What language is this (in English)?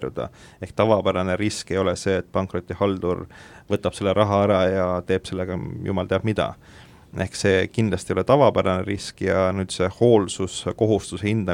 Estonian